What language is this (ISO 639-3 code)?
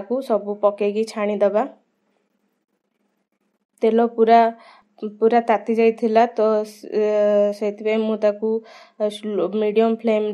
ori